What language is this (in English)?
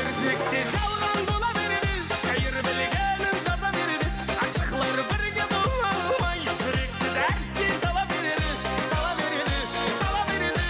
Kara-Kalpak